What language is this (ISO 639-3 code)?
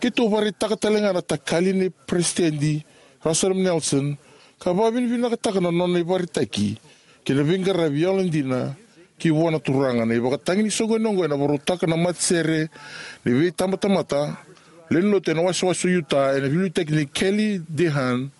fij